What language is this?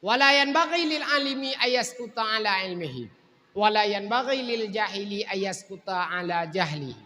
Achinese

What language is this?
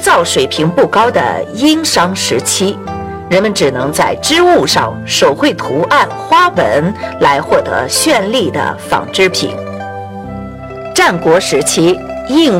Chinese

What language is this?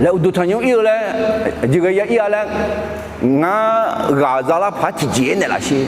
Akha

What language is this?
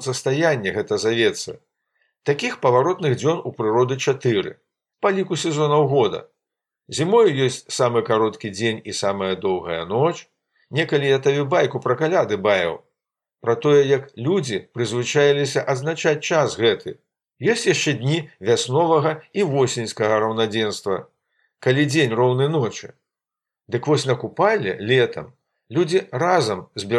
Belarusian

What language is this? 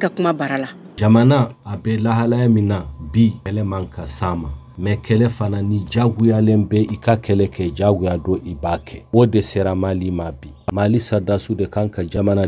Bambara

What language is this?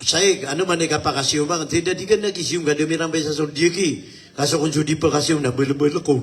Maranao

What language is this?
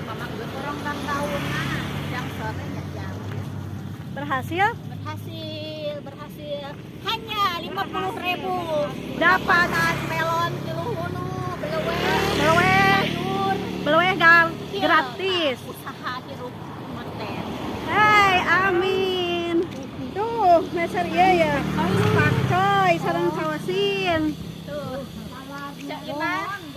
Sundanese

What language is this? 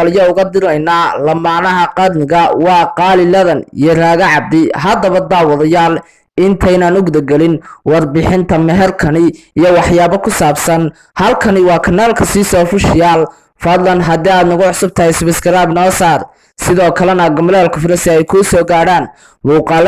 Somali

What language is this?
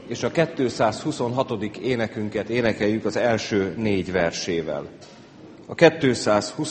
Hungarian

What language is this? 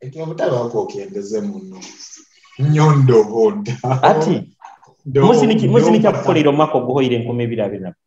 Nyoro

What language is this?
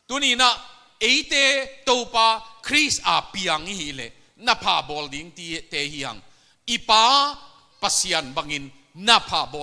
Tedim Chin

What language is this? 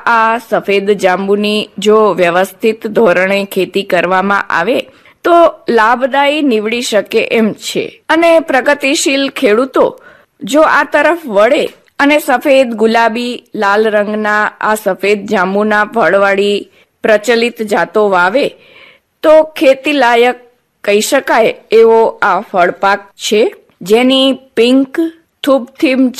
Gujarati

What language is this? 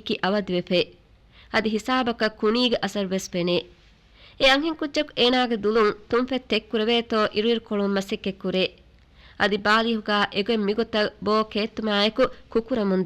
Divehi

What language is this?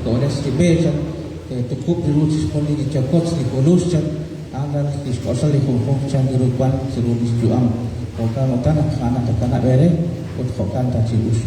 Kekchí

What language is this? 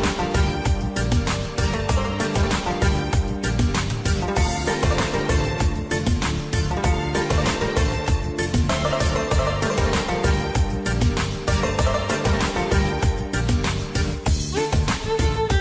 Musi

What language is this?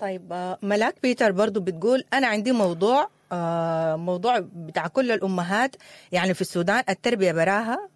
Sudanese Arabic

